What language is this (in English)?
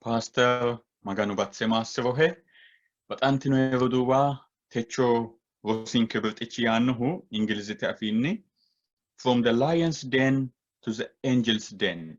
Sidamo